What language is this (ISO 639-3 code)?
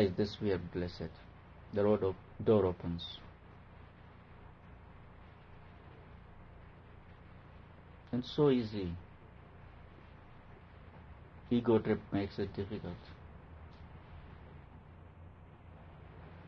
eng